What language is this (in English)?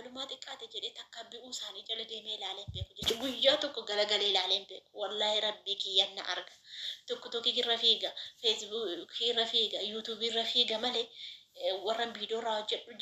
Oromo